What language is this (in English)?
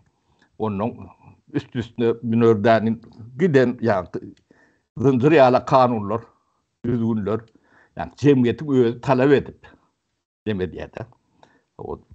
Turkmen